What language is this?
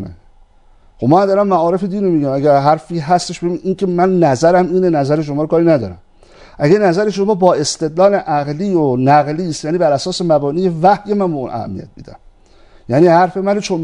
Persian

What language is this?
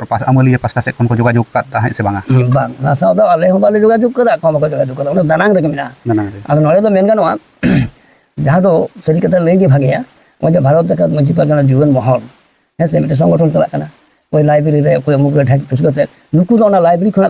Santali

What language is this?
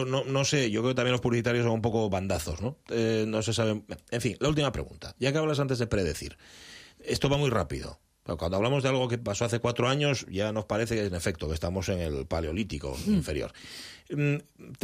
Spanish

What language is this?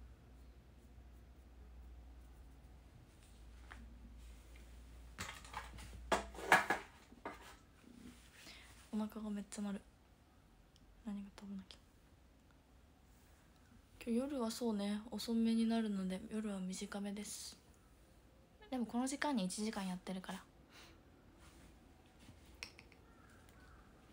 Japanese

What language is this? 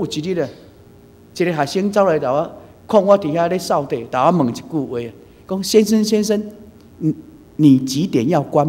Min Nan Chinese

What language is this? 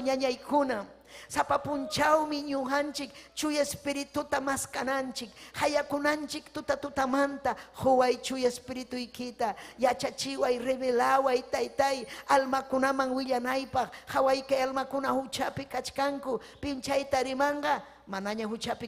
Ayacucho Quechua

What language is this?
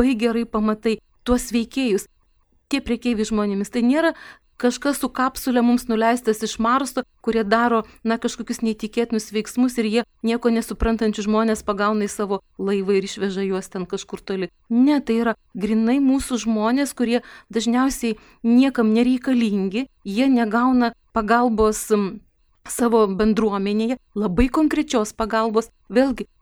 Lithuanian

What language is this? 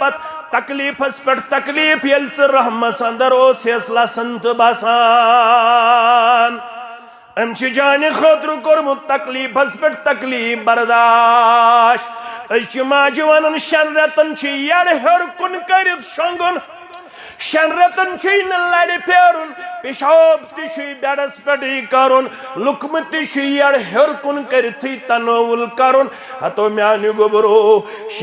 Kashmiri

